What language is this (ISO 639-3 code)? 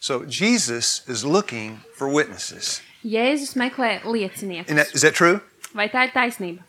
lav